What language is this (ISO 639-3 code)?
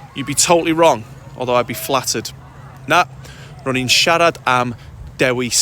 cym